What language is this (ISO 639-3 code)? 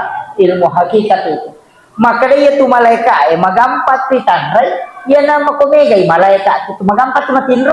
bug